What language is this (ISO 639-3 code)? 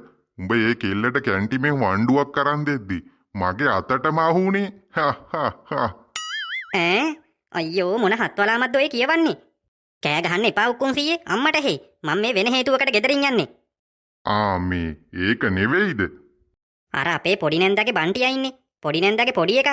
sin